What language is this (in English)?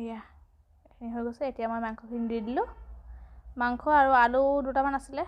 Assamese